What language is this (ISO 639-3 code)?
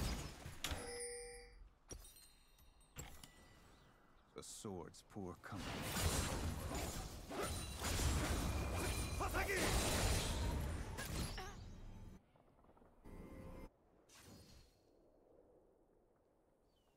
eng